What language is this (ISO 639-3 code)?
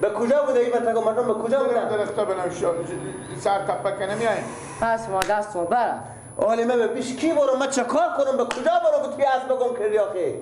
fas